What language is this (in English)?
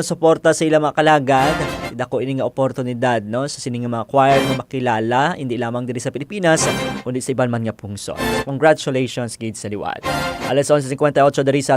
Hiligaynon